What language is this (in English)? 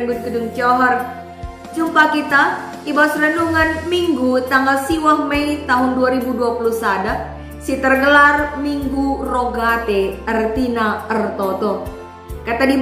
Batak Karo